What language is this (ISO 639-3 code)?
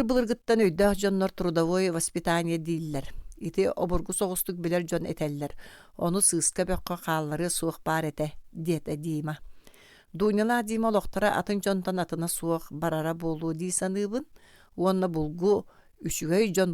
sah